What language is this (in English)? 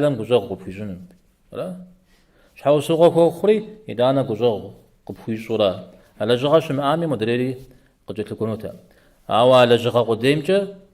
Kabardian